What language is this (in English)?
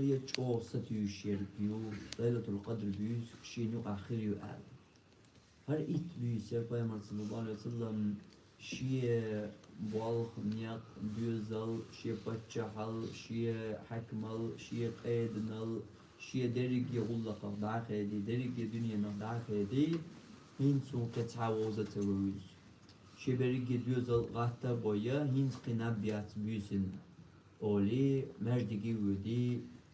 Chechen